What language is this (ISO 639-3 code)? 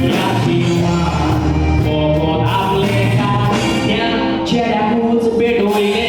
kok